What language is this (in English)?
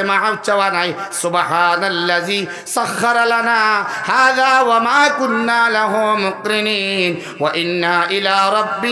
Sylheti